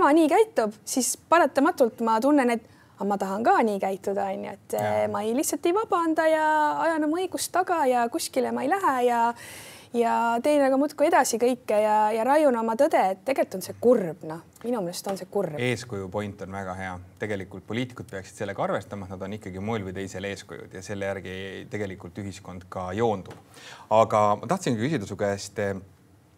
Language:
Estonian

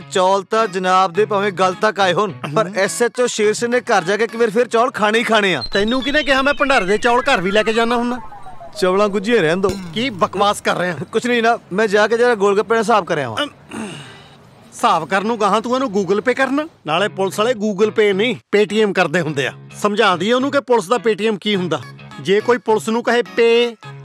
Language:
Punjabi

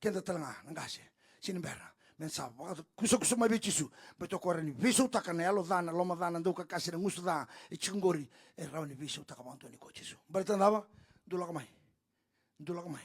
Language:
Fijian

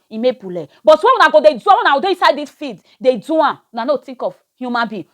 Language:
Nigerian Pidgin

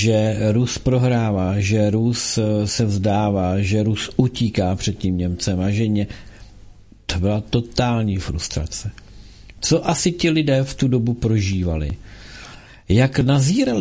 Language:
Czech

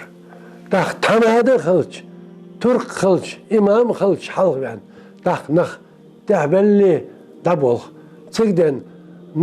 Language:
Ingush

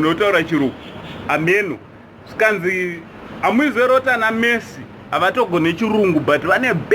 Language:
Shona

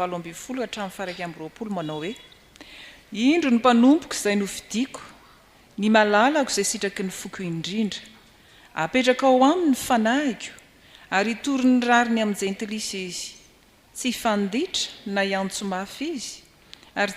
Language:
Malagasy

